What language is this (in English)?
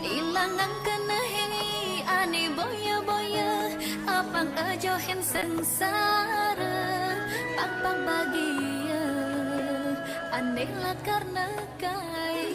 Balinese